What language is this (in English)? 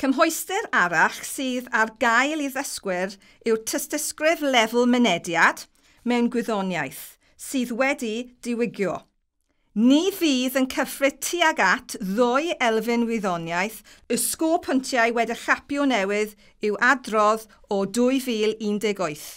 Welsh